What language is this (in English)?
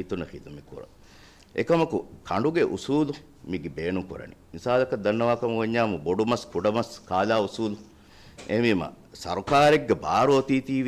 Divehi